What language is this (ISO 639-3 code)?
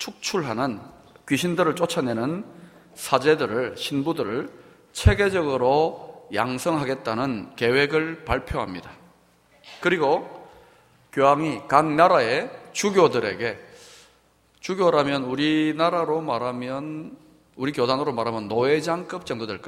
kor